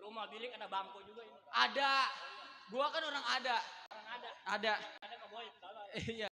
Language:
Betawi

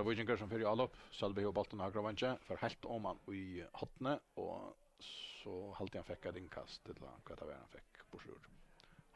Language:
Faroese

